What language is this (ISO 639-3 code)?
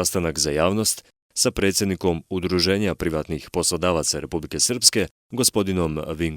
srp